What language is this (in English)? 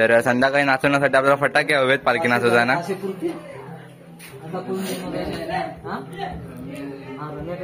Marathi